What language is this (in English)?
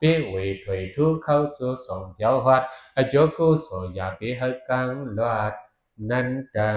Shan